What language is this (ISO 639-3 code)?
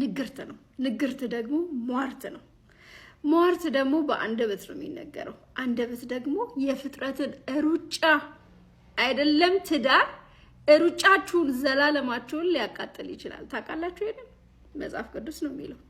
amh